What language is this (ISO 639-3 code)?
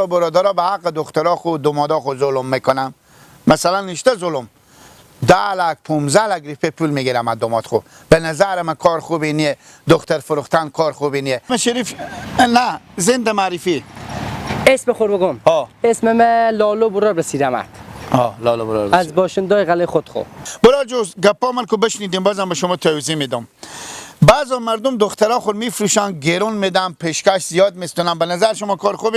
fas